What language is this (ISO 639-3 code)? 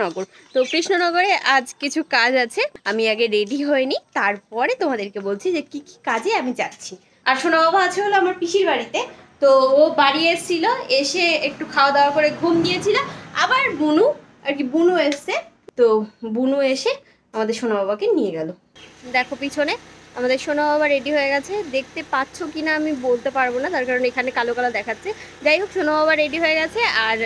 ben